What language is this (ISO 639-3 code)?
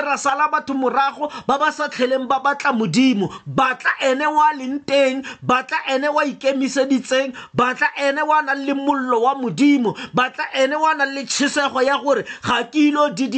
tsn